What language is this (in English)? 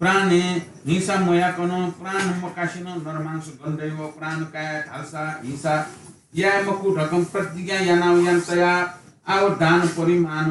Newari